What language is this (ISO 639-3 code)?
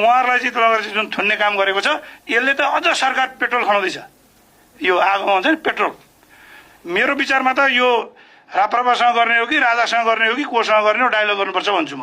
nep